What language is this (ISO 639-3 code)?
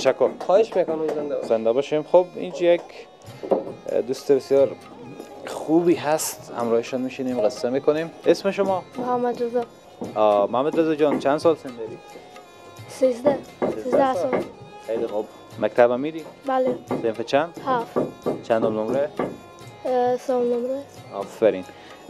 fas